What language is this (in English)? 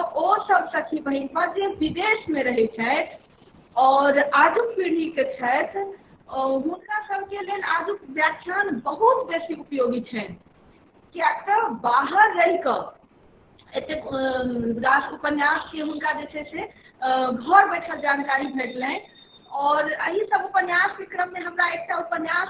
Maithili